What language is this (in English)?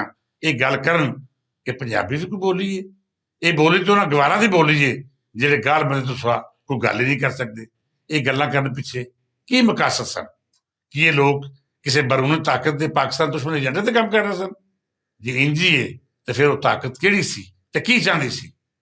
Western Panjabi